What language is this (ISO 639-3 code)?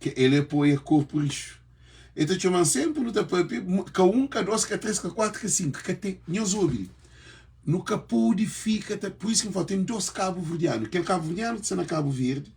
kea